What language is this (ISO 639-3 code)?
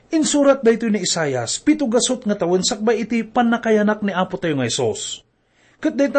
ilo